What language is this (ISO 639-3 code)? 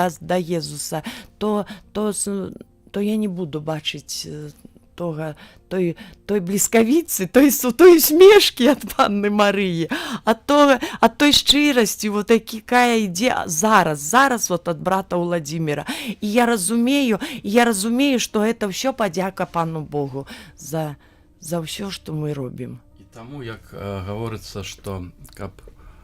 bel